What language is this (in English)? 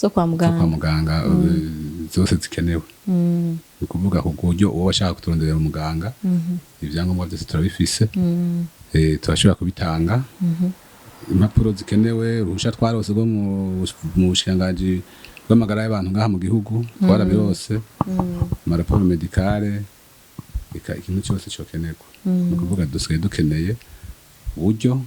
Rundi